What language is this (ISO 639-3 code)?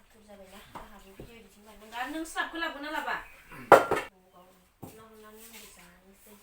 brx